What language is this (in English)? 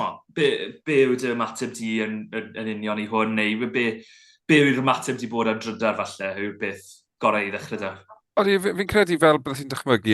Welsh